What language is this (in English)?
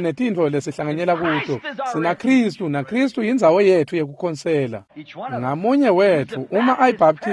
Swati